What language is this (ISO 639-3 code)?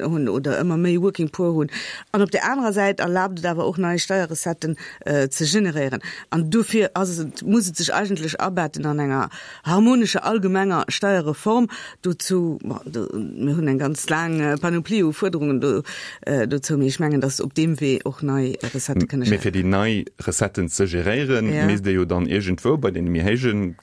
ltz